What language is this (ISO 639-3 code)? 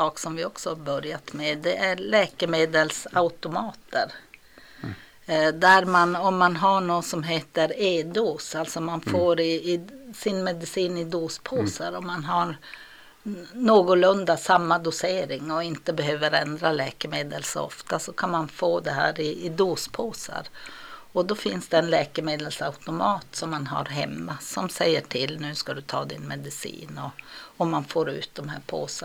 swe